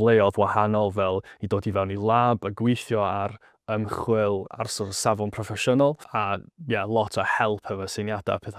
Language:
Welsh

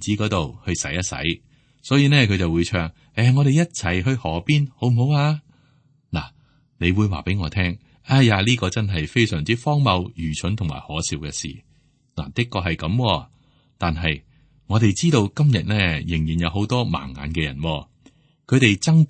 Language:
Cantonese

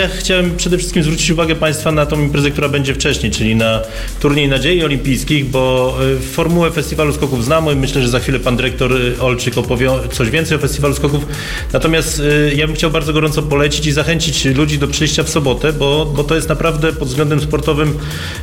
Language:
Polish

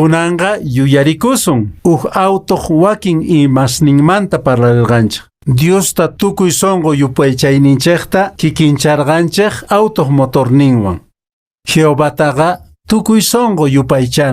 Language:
Quechua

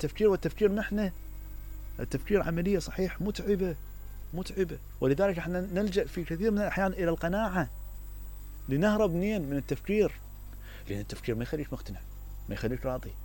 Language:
Mesopotamian Arabic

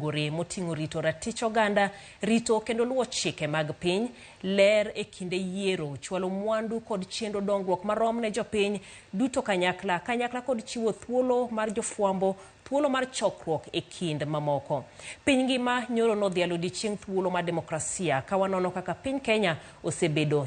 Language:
Luo (Kenya and Tanzania)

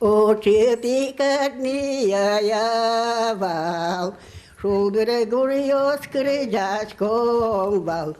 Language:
Udmurt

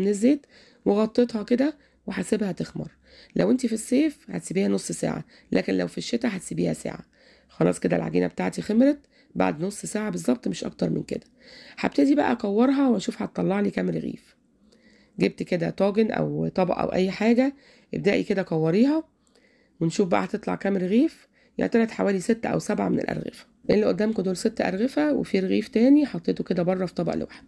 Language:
Egyptian Arabic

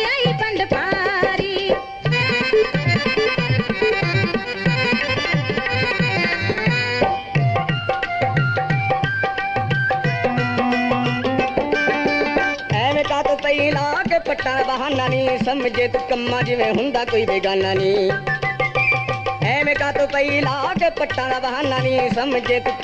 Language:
Punjabi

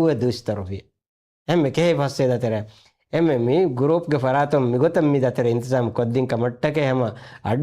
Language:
Divehi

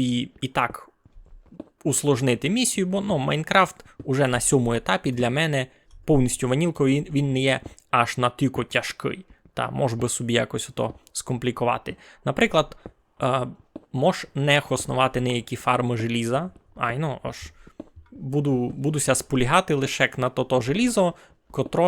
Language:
Rusyn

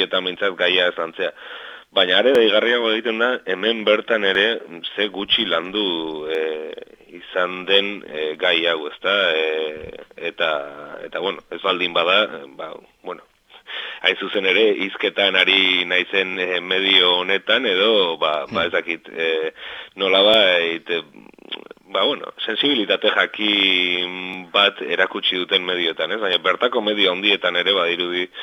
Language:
Basque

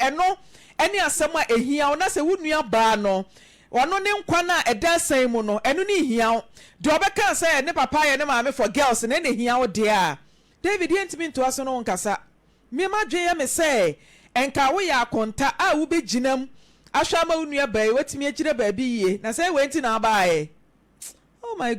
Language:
Akan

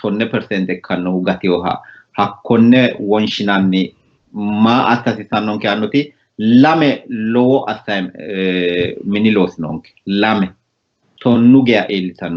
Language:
Sidamo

